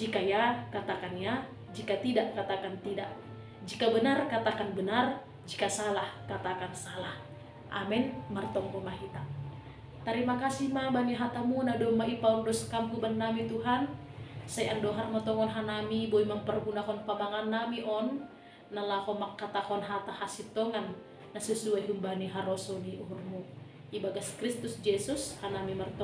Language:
Batak Simalungun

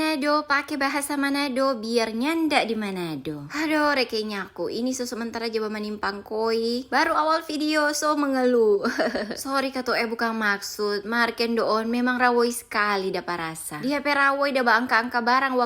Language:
Manado Malay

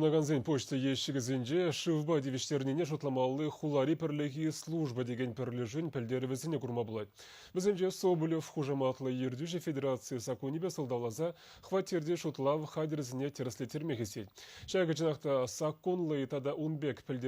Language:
Chuvash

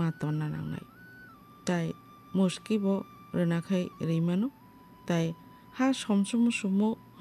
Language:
Kok Borok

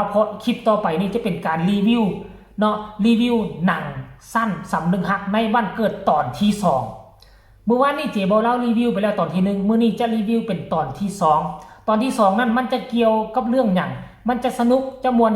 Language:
Northeastern Thai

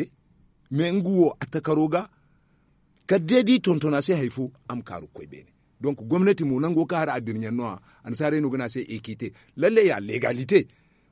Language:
Zarma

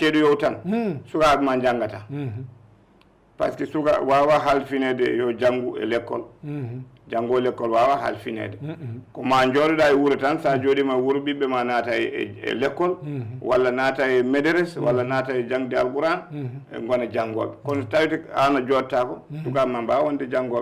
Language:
Fula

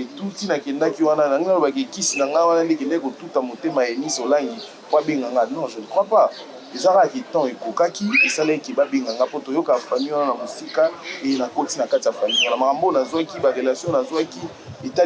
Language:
Lingala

